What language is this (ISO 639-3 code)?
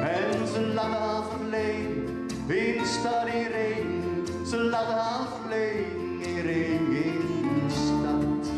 gos